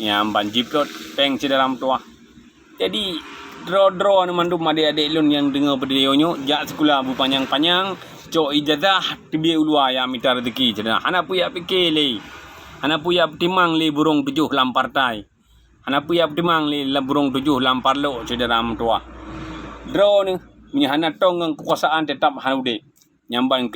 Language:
Achinese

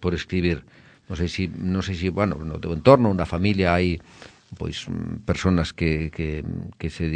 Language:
Galician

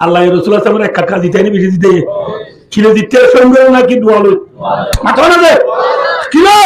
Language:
Rohingya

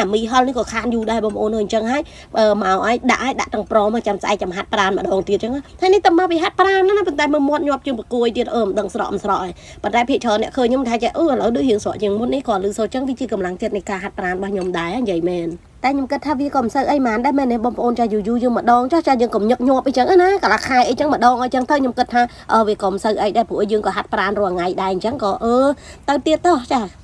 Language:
Khmer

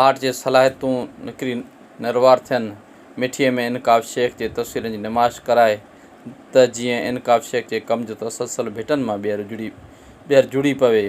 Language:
Sindhi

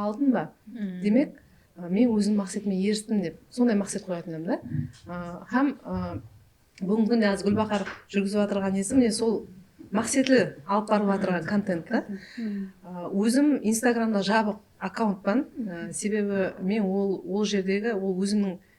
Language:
Kara-Kalpak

